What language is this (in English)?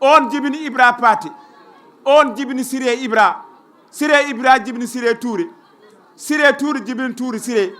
Fula